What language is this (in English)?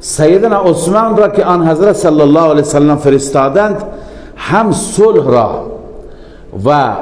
Persian